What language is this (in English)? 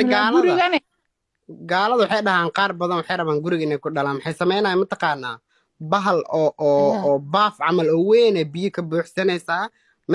Somali